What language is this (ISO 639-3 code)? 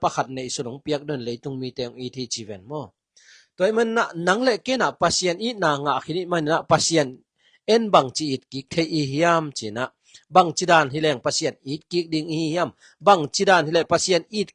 ctd